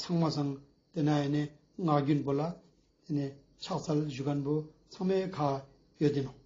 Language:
Ladakhi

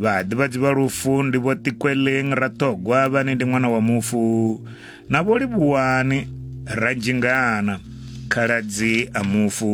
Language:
Venda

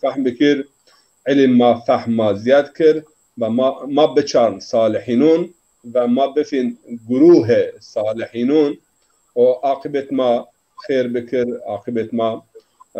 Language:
Zaza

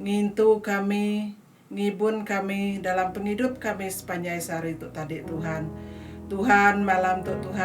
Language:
Iban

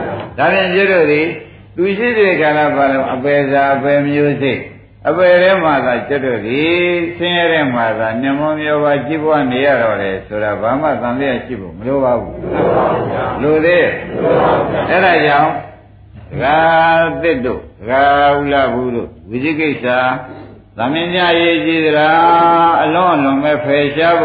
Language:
Burmese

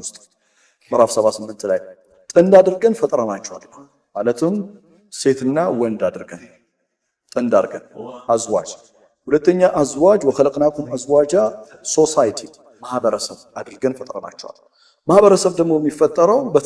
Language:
Amharic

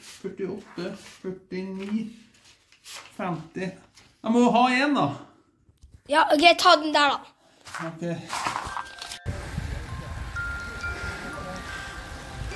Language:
Norwegian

